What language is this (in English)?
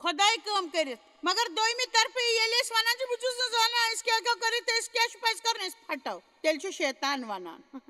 Kashmiri